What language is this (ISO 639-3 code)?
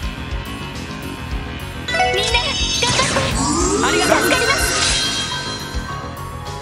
jpn